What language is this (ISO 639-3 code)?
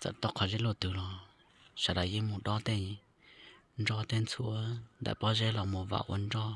hmn